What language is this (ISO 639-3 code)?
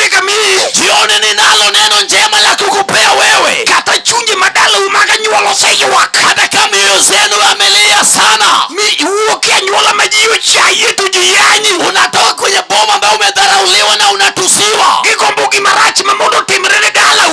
luo